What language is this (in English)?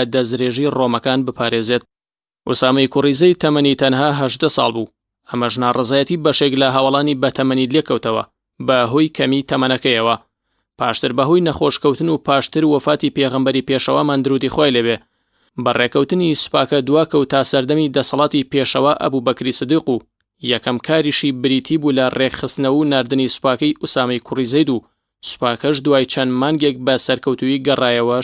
Central Kurdish